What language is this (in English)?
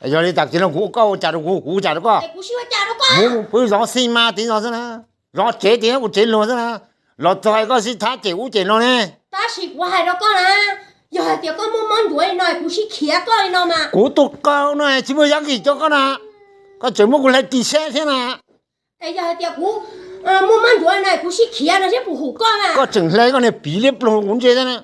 Hmong